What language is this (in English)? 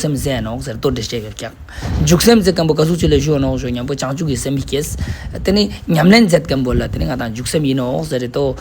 Ladakhi